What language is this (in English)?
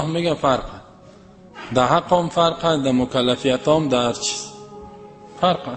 Persian